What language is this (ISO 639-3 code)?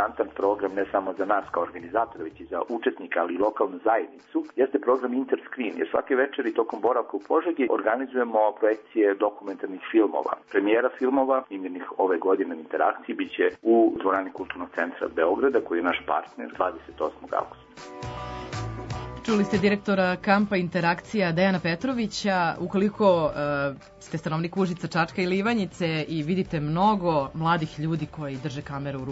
srp